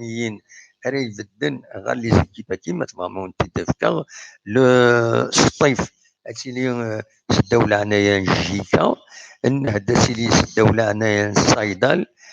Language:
Kabyle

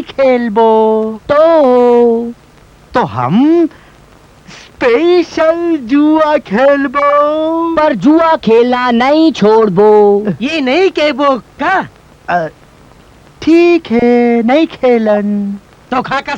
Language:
Chhattisgarhi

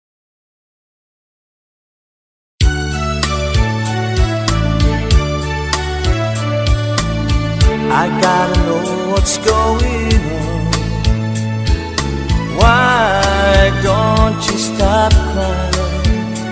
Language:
English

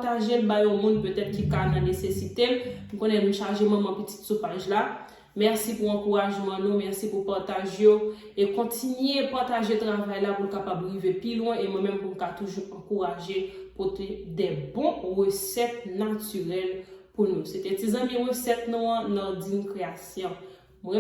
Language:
Haitian Creole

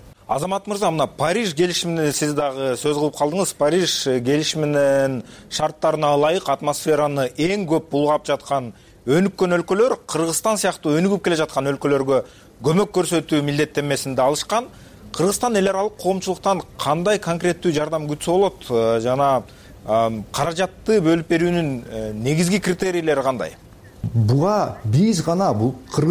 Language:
Kyrgyz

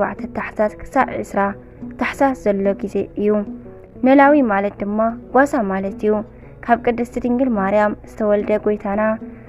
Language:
Tigrinya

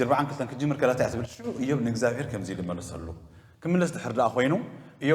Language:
Tigrinya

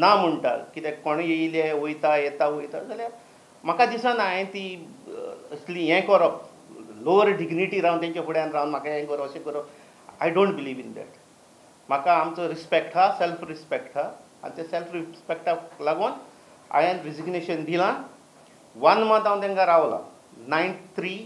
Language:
Konkani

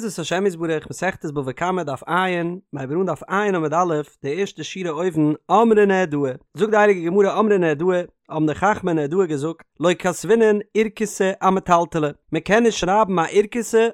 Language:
Yiddish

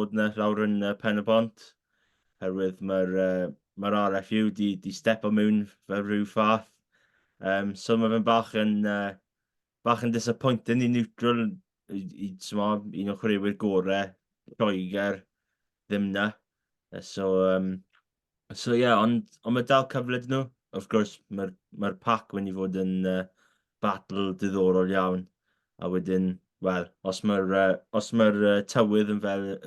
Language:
Welsh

